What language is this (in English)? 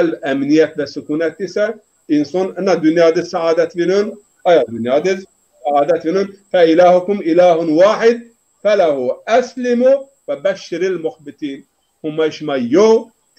Zaza